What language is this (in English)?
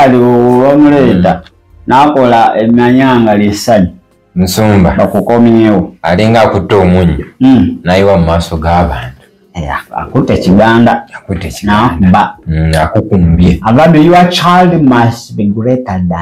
Ganda